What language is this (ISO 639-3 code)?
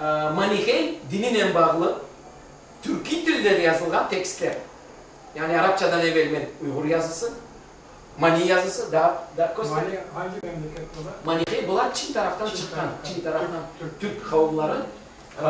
crh